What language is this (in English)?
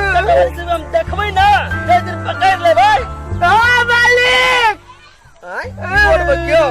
Maithili